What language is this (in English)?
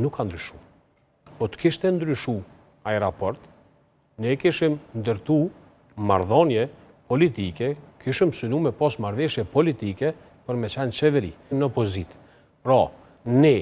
Albanian